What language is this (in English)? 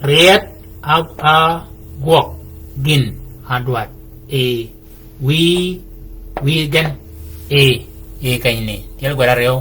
Shilluk